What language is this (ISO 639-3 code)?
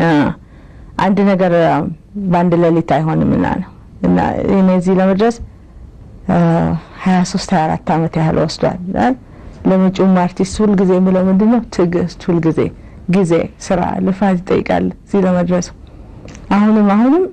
amh